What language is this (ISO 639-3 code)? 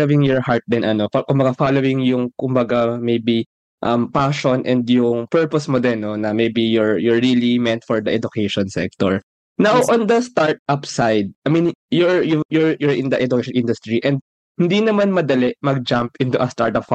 fil